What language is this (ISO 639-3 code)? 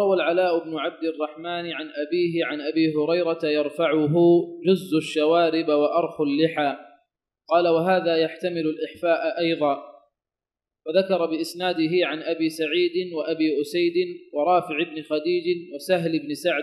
ara